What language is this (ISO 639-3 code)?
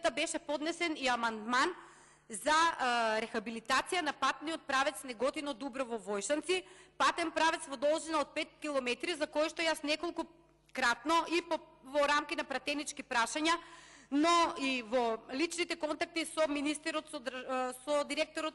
mkd